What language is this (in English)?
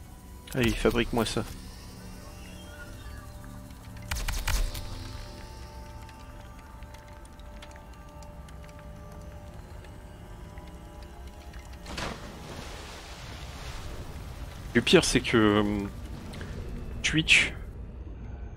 French